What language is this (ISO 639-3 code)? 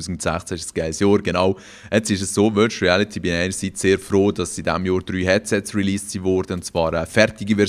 gsw